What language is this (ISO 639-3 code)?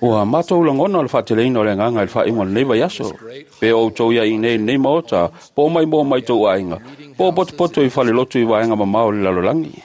smo